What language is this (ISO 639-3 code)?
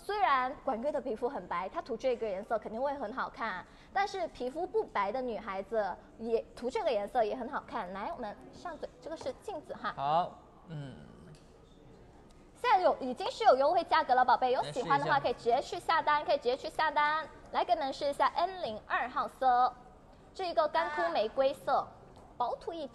zho